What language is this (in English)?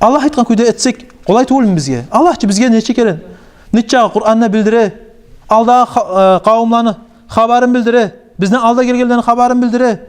Kumyk